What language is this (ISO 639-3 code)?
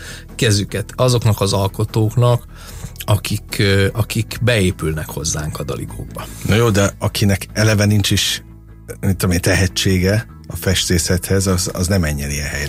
hun